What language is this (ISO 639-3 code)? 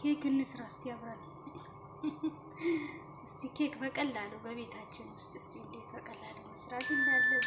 amh